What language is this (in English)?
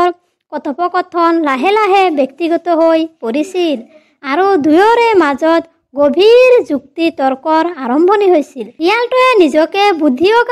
Assamese